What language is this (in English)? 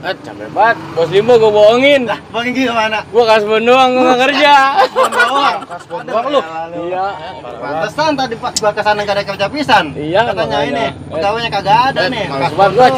Betawi